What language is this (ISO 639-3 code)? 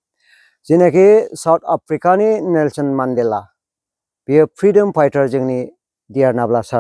brx